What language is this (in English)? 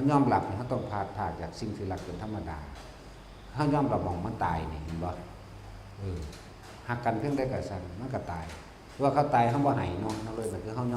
Northeastern Thai